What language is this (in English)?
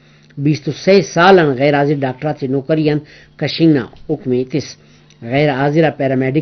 Brahui